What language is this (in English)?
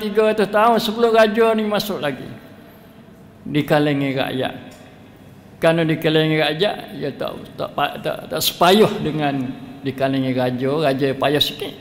Malay